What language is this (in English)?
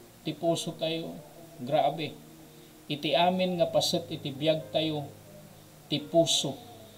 Iloko